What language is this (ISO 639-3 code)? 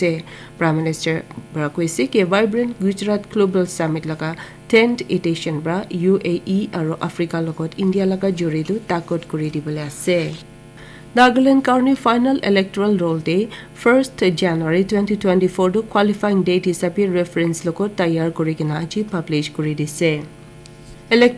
nag